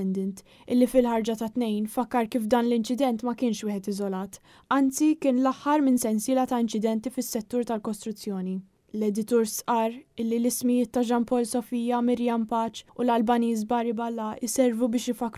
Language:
Maltese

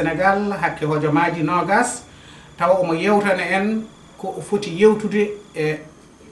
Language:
Fula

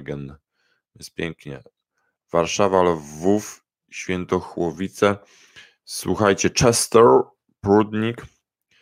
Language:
Polish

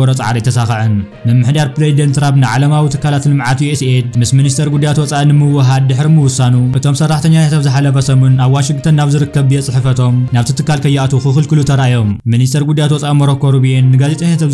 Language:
Tigrinya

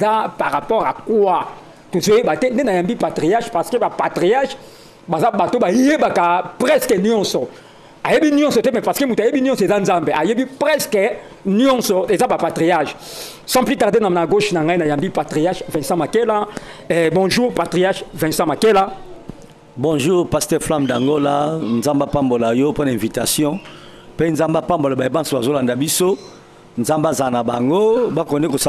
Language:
Lingala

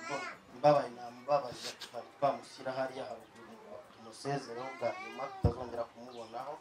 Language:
Kinyarwanda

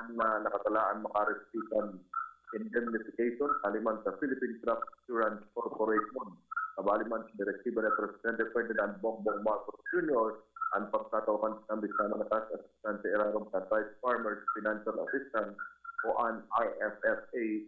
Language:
Bikol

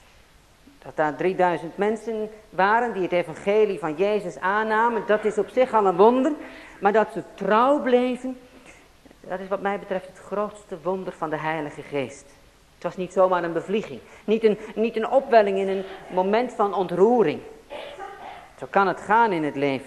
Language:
Dutch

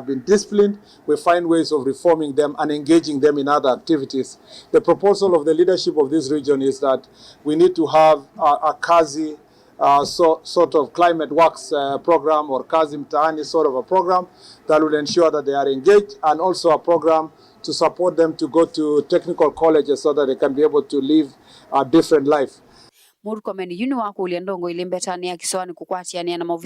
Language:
Kamba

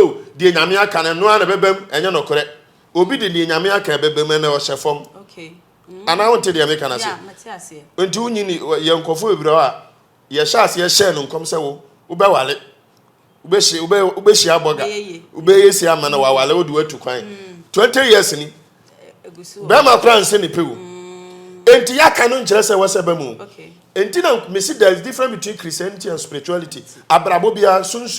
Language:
Akan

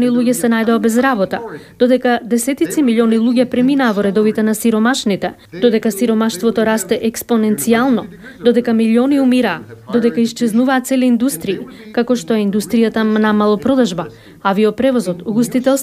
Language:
Macedonian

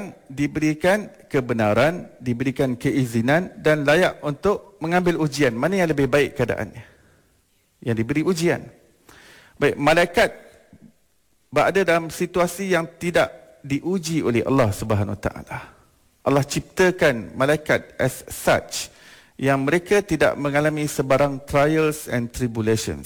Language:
Malay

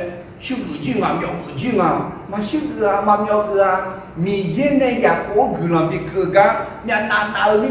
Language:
Akha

